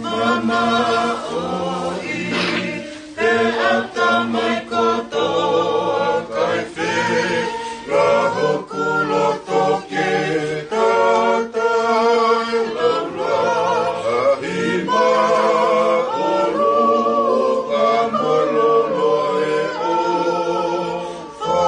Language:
Tongan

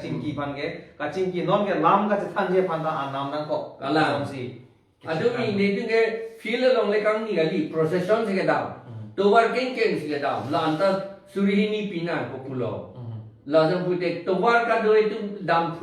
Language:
Karbi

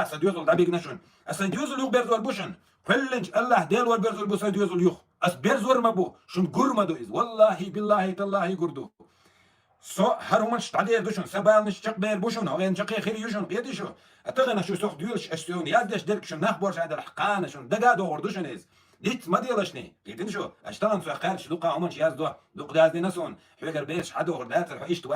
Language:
Chechen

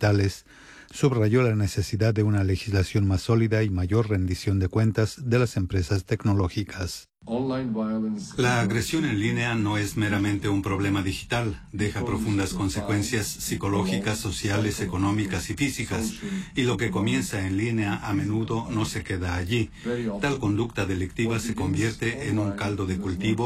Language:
Spanish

